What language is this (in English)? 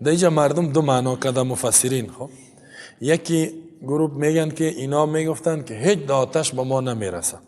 Tajik